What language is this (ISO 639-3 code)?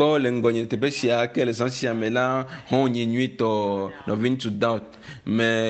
ewe